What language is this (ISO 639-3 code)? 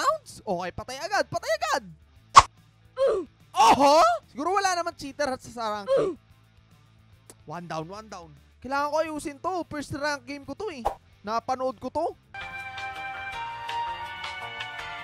fil